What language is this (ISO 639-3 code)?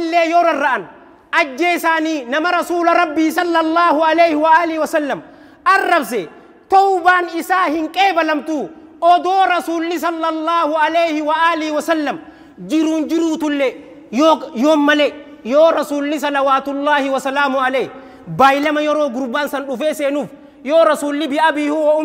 orm